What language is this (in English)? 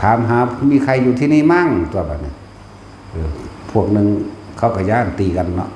Northeastern Thai